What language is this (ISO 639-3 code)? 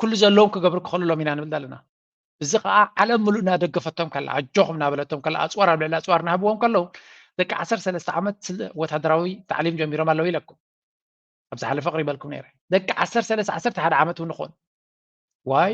tir